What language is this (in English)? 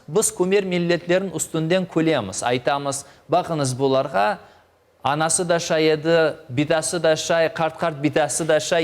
Crimean Tatar